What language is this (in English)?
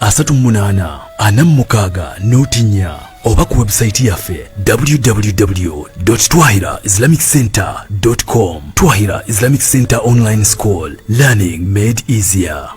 Ganda